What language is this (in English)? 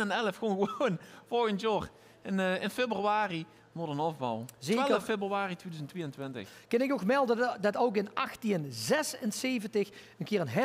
Limburgish